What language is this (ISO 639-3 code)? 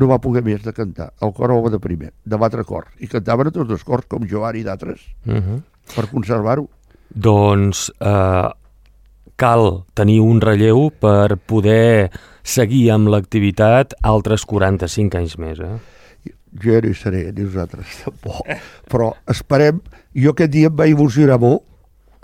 cat